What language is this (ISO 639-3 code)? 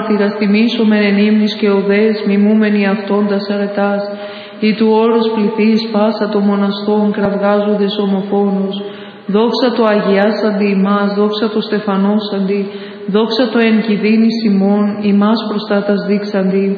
ell